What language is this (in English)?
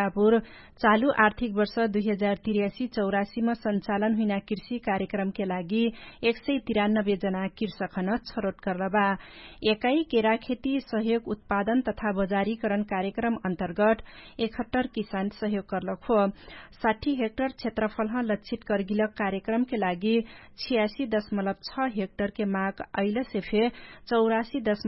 Dangaura Tharu